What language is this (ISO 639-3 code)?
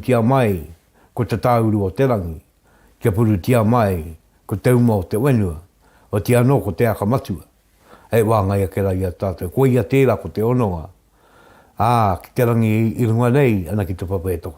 mri